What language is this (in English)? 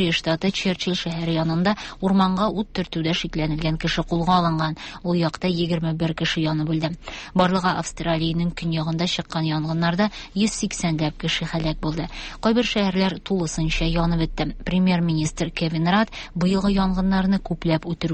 Tatar